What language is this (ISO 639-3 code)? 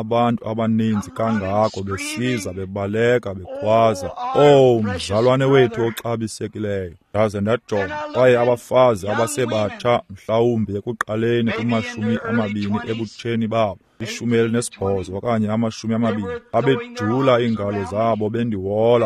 xho